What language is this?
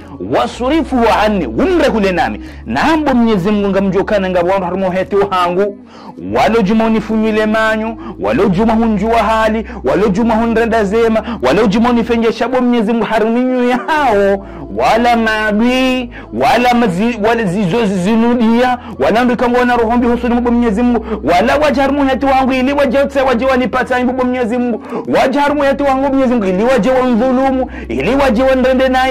Ngazidja Comorian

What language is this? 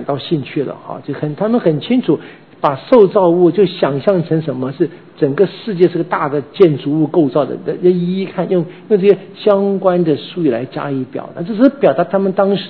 Chinese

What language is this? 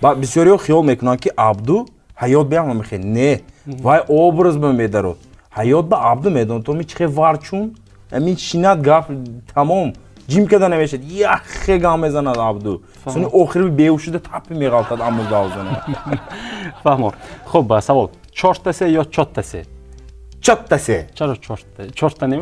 Tajik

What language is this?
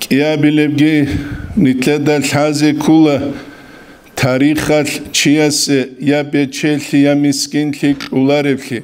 Avaric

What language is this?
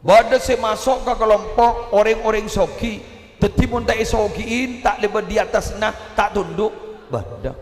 Madurese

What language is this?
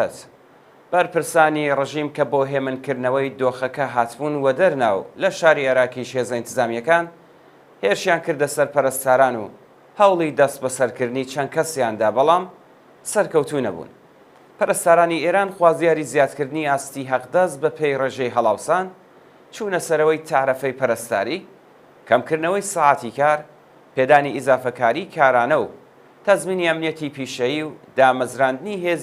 Central Kurdish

